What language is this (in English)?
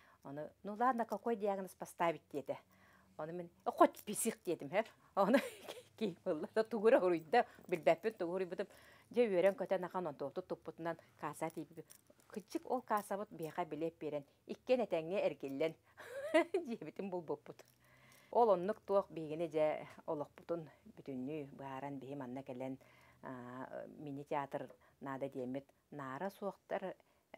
Yakut